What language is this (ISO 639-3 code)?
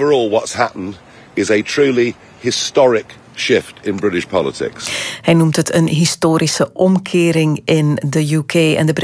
nld